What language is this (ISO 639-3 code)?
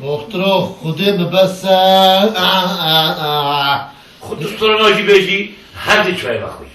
kur